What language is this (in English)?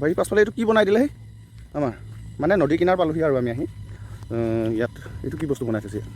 Assamese